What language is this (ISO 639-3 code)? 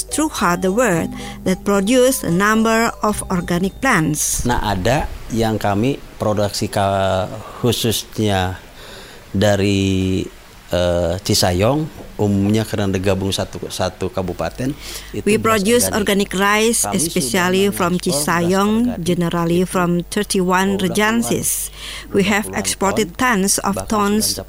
ind